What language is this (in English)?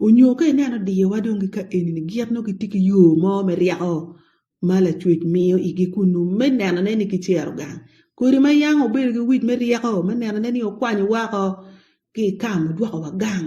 Acoli